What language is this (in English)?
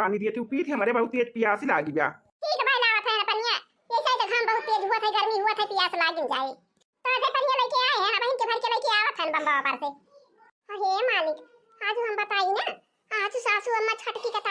Awadhi